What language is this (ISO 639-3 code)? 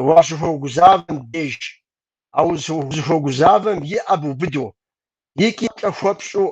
kbd